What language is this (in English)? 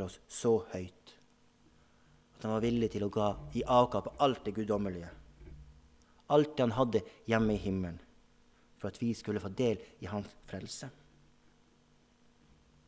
Norwegian